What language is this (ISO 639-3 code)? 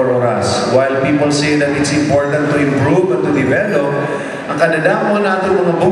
war